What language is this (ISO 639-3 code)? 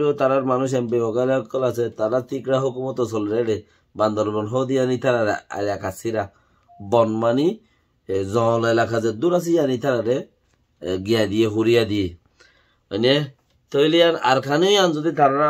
rhg